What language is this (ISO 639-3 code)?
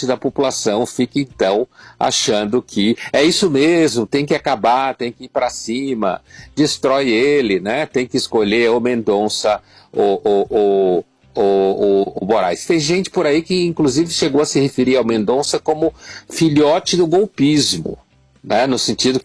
por